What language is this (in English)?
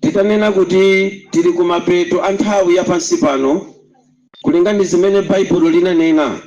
Nyanja